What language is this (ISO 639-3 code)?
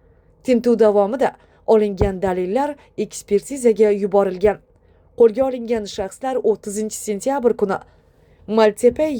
uzb